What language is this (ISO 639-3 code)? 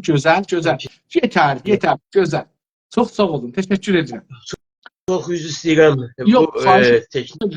azb